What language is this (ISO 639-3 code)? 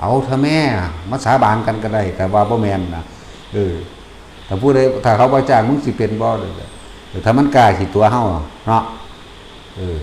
tts